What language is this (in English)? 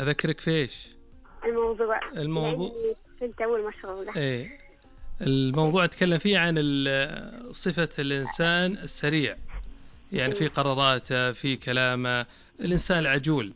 Najdi Arabic